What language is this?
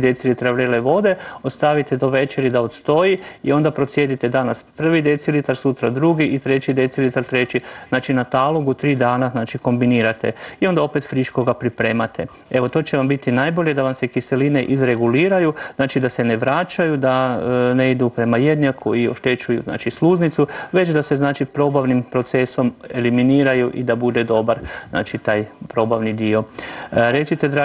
Croatian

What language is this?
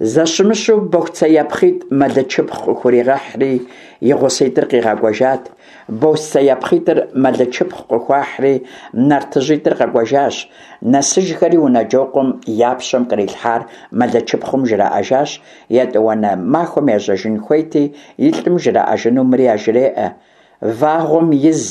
Kabardian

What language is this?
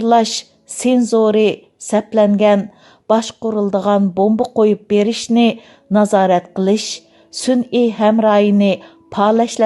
Uyghur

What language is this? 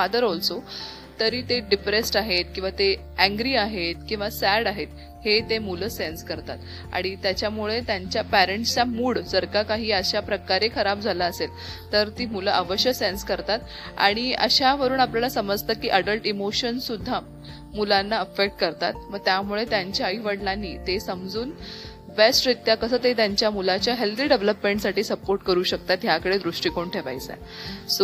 Marathi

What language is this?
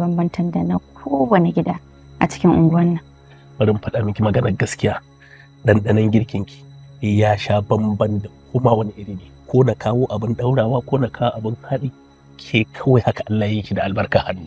Hausa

